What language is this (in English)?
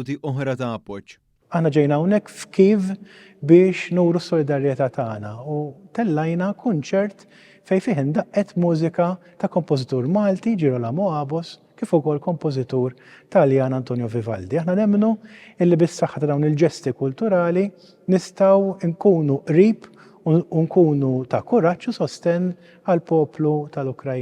Maltese